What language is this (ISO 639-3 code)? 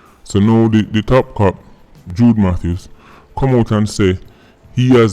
jam